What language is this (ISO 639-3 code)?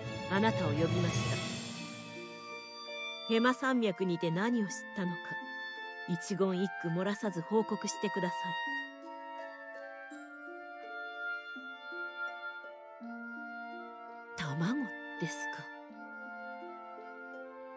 jpn